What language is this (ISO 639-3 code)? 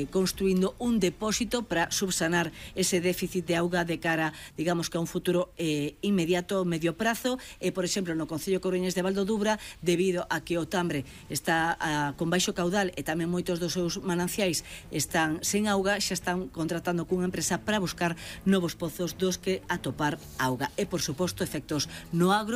glg